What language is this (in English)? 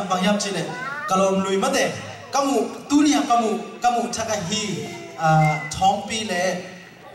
Tedim Chin